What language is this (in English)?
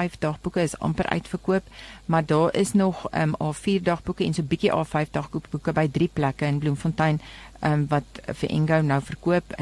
Afrikaans